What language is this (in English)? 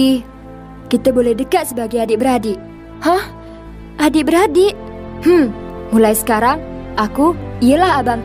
Malay